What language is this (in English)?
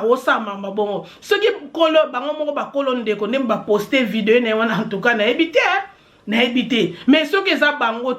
Lingala